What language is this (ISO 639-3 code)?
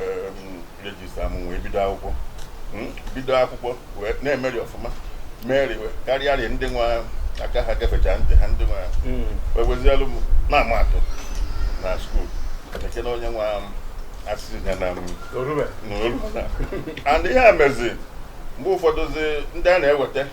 ibo